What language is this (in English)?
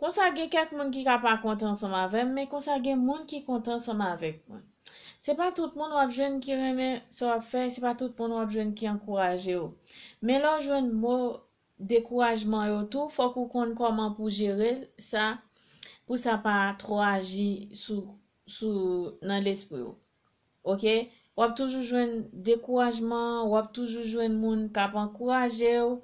Haitian Creole